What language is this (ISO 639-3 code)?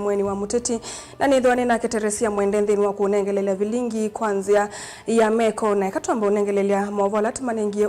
kam